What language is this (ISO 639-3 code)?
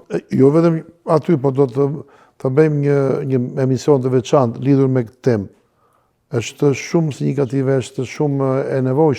sqi